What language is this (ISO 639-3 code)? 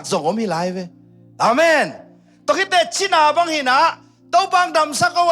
ctd